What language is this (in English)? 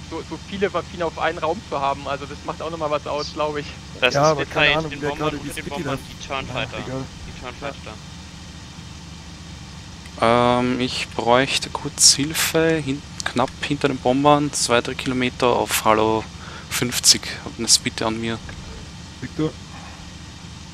German